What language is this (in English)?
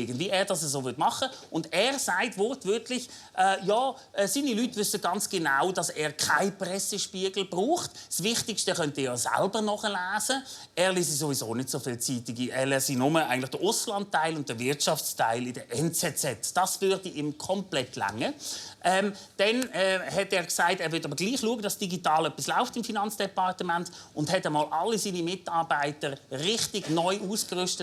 Swiss German